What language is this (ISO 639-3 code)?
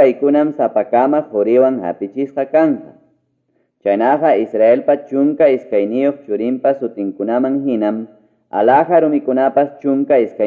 quy